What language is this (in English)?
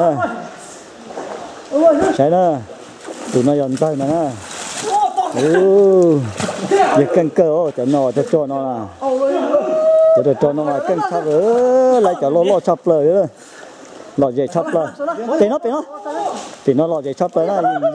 Vietnamese